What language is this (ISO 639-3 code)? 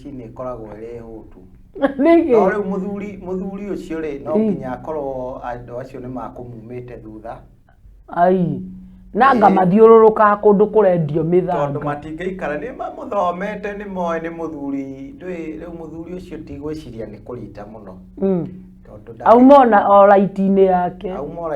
kik